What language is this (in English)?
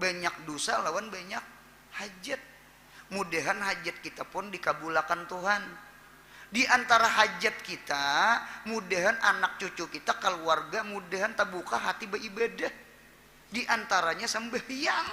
Banjar